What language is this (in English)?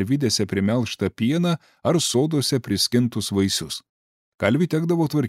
Lithuanian